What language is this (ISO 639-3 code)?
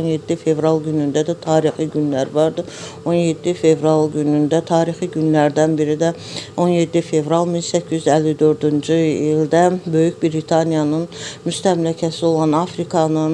aze